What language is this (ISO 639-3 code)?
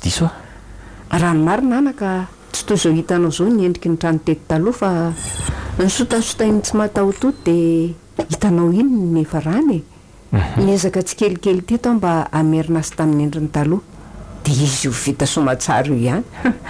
mlg